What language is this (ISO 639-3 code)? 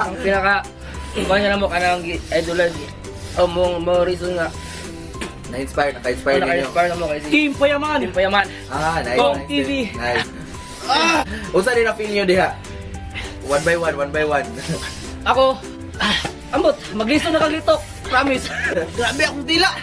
ceb